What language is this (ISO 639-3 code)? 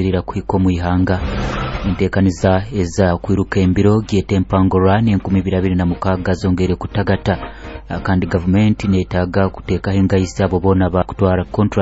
nyo